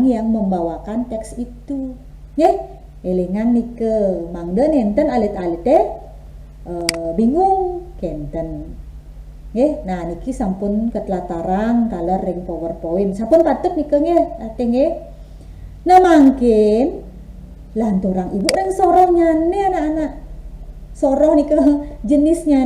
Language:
Balinese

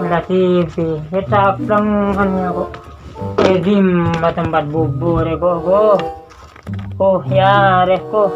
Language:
Madurese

